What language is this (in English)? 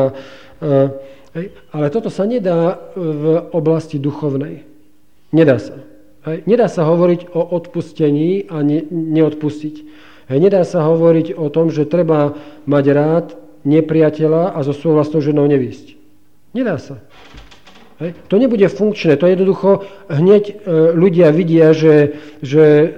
Slovak